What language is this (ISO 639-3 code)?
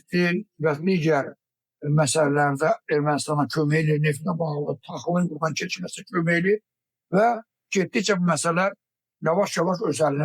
aze